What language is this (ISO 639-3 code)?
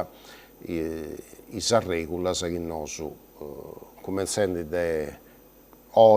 srd